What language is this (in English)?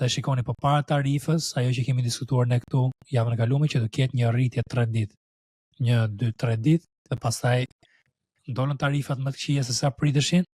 Albanian